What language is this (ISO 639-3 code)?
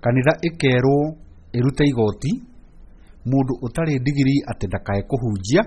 kik